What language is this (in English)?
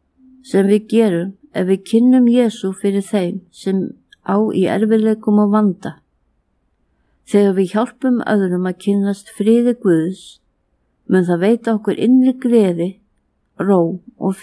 Icelandic